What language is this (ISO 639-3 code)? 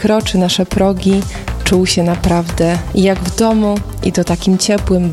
pol